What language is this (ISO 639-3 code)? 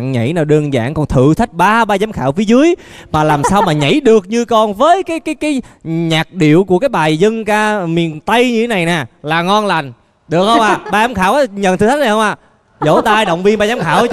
vie